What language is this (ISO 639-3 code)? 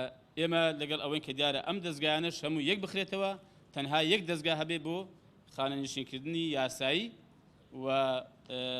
ckb